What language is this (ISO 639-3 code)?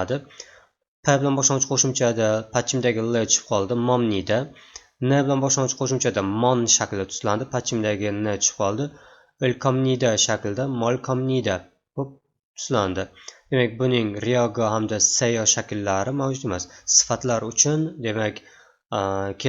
uzb